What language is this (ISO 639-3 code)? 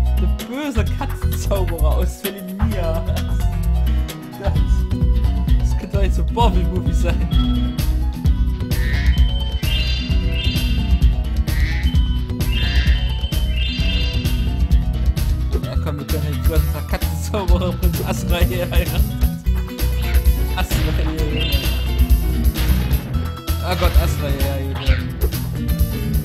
deu